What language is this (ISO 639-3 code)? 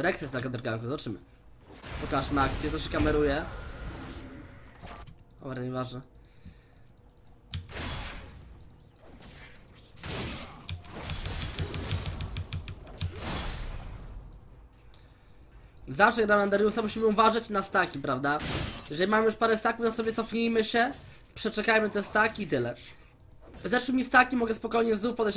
pol